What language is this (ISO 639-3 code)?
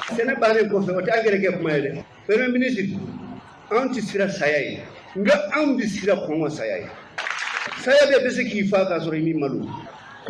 bam